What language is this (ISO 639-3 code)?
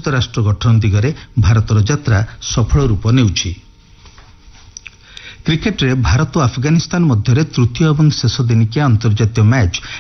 ori